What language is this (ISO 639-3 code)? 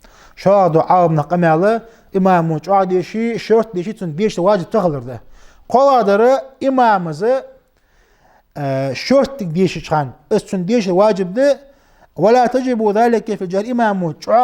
inh